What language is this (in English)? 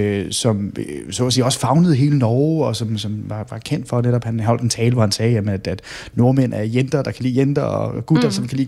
Danish